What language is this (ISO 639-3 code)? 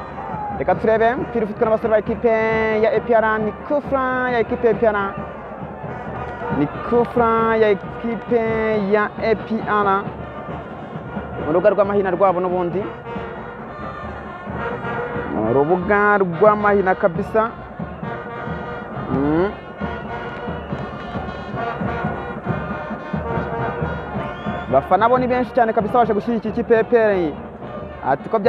kin